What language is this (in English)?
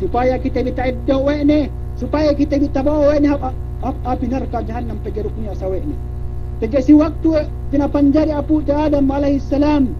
Yakan